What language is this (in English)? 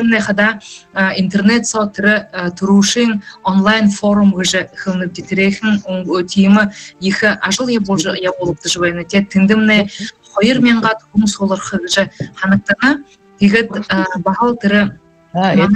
Buriat